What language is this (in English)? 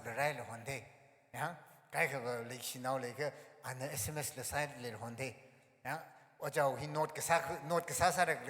Tangkhul Naga (India)